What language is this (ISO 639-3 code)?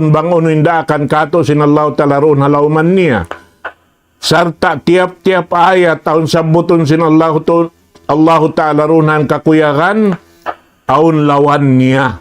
tsg